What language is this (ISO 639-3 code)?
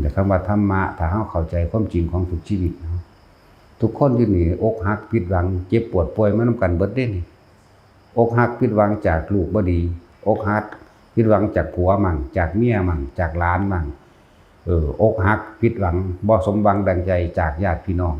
lao